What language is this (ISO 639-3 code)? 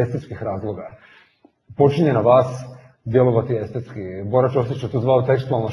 hrv